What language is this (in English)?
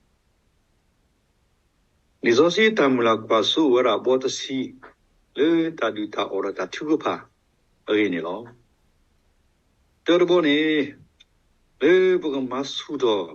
S'gaw Karen